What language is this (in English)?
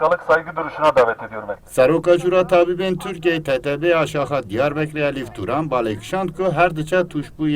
Kurdish